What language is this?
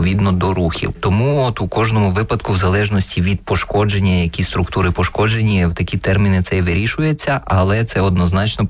Ukrainian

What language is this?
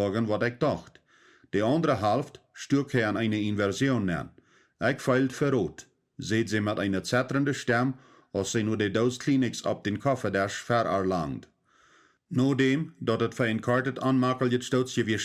Plautdietsch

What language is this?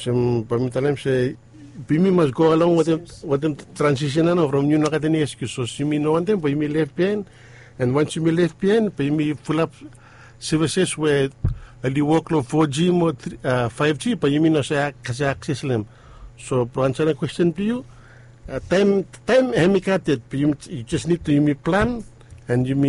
Bislama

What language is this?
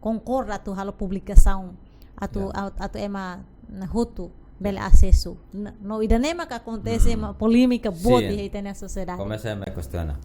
Tetum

